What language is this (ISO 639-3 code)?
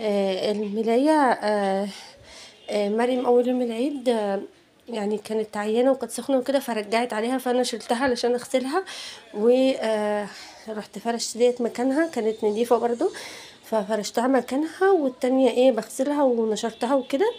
arz